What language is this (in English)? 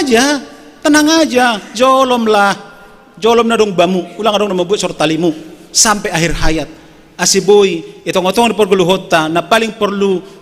Batak Simalungun